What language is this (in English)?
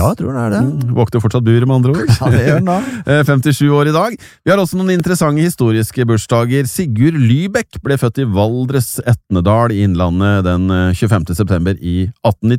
Norwegian